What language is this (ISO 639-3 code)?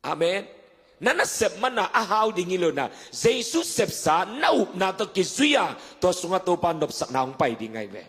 ctd